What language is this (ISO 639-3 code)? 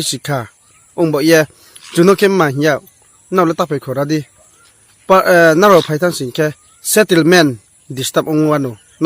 ria